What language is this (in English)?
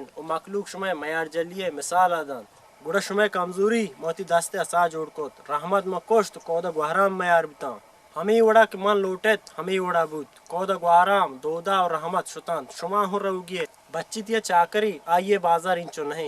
Baluchi